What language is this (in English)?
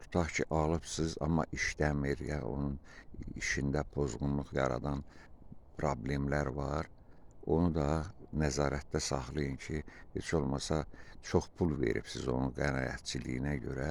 Azerbaijani